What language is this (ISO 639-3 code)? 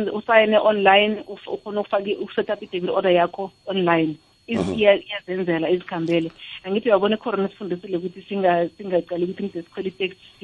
nbl